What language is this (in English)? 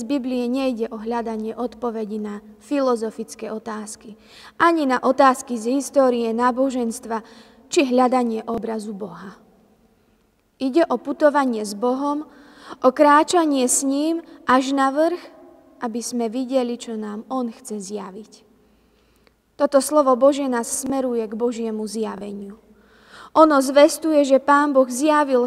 Slovak